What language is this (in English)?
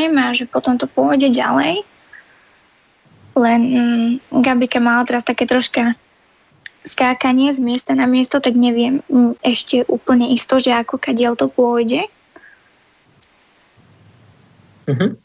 Slovak